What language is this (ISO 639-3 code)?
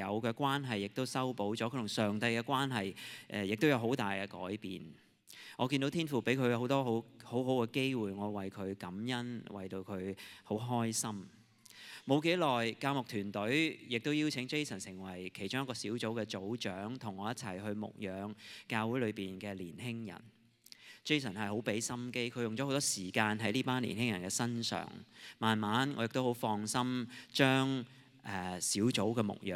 yue